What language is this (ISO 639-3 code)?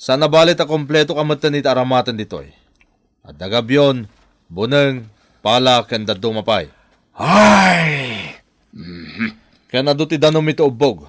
ilo